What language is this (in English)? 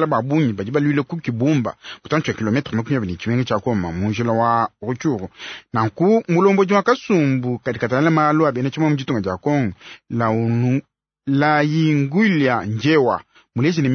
Luba-Lulua